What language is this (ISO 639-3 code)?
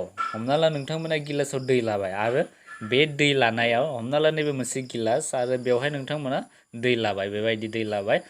brx